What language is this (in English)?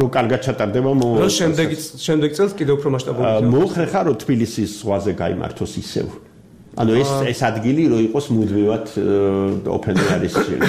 Georgian